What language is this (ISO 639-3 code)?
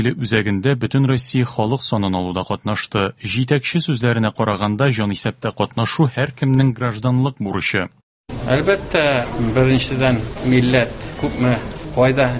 tat